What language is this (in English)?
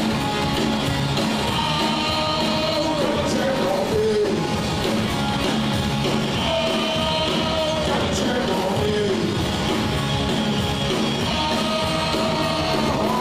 Serbian